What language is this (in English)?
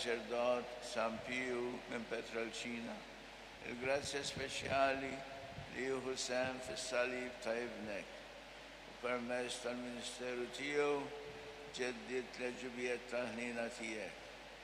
Maltese